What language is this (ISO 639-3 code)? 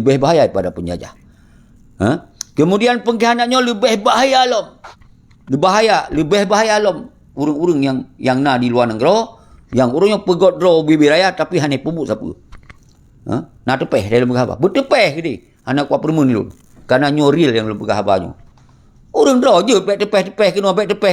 ace